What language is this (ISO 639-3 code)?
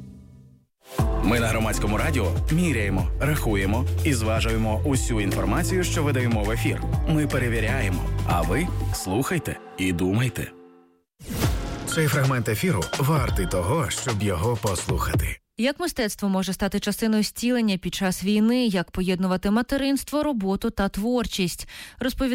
ukr